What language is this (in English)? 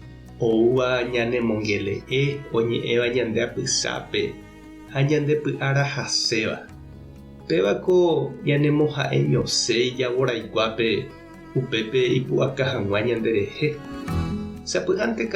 Guarani